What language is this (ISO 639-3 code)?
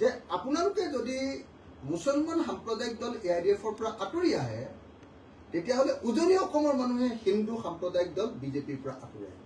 asm